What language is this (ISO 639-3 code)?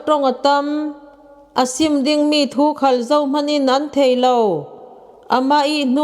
cfm